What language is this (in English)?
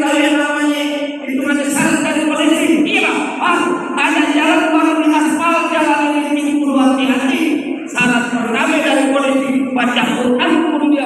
Betawi